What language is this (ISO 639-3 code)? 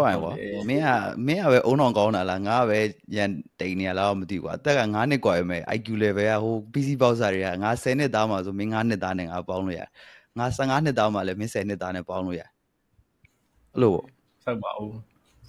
mya